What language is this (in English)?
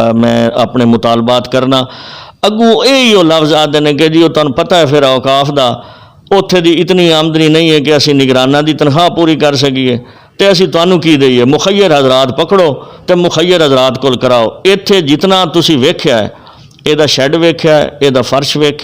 Western Panjabi